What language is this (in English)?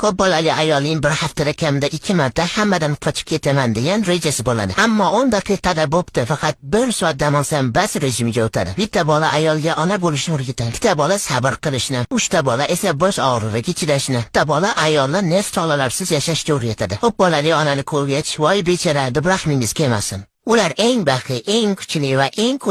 Uzbek